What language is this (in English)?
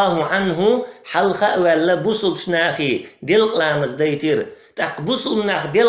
Chechen